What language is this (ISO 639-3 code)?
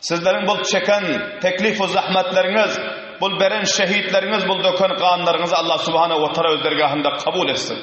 tuk